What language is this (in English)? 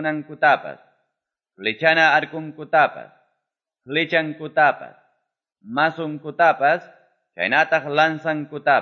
Quechua